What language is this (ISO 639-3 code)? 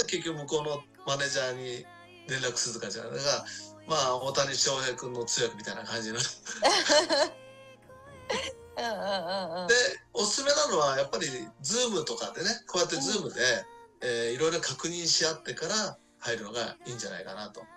jpn